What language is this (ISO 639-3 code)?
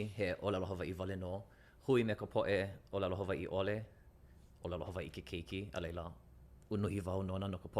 haw